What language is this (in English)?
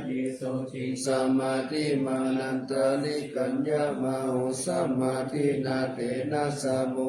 Pali